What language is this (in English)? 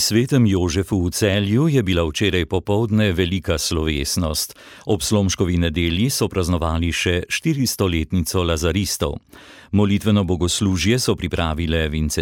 Slovenian